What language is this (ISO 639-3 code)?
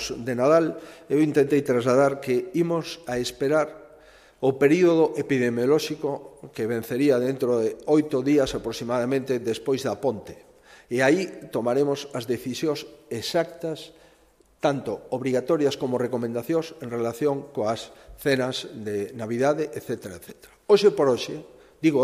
glg